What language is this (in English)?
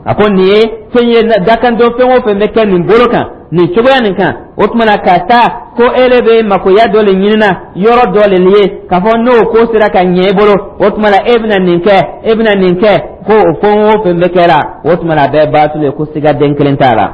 Dyula